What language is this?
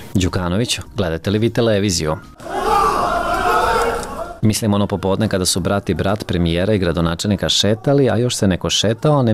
Serbian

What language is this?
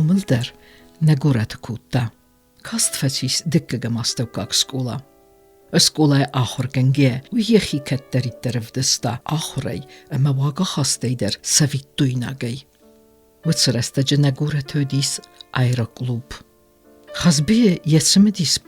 Ossetic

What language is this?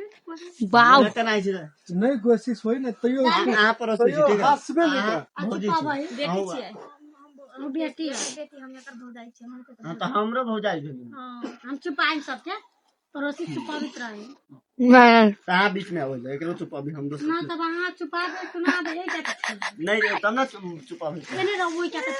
Maithili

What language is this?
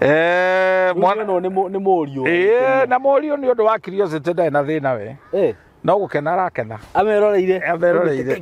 Kikuyu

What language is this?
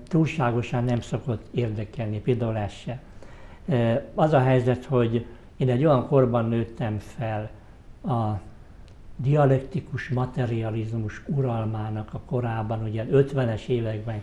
Hungarian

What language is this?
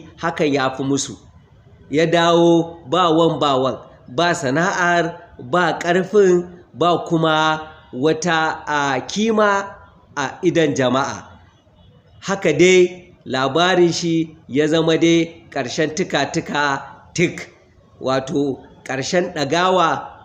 Hausa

